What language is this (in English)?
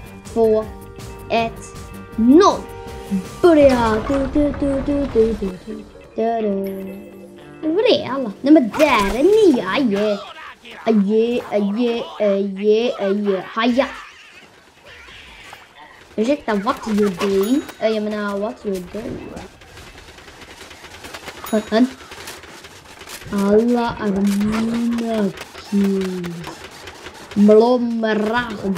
Swedish